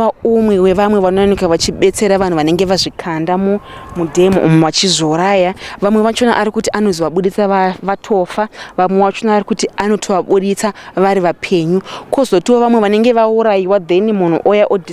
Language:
Shona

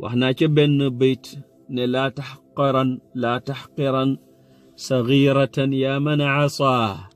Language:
Wolof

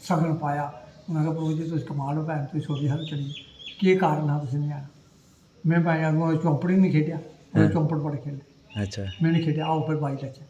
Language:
Dogri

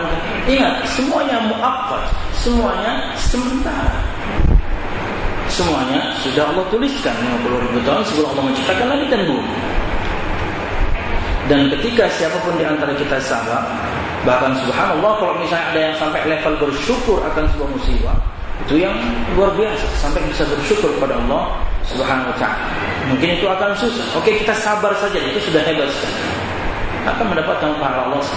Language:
Indonesian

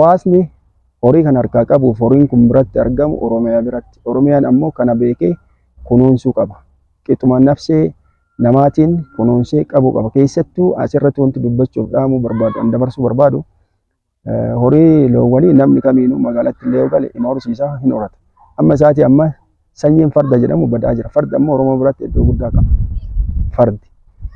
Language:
Oromo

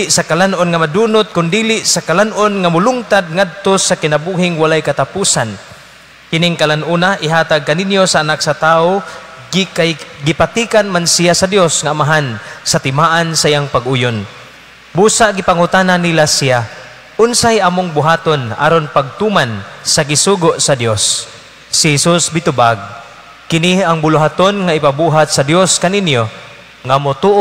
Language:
Cebuano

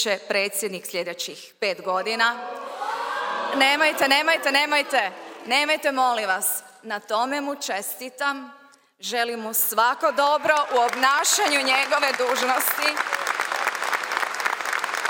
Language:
Croatian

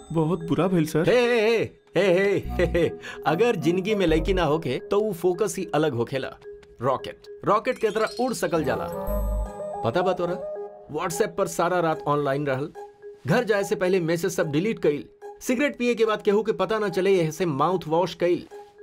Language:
Bhojpuri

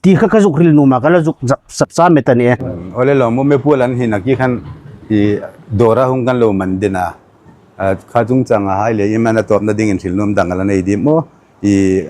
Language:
Hmar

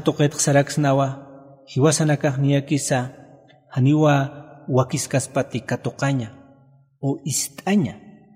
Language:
Aymara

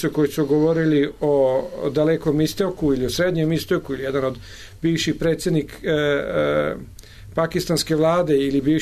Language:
Serbian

